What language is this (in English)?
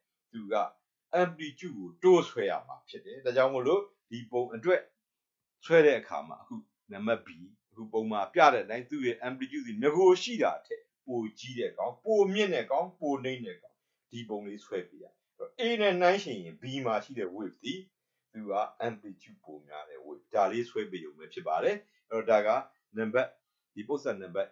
Burmese